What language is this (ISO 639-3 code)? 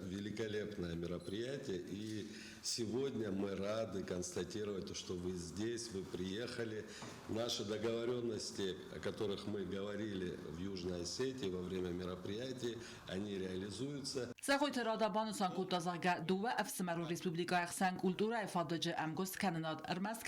oss